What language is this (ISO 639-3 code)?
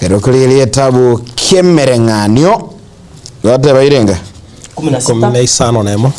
guz